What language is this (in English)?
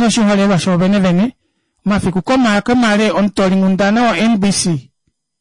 Kuanyama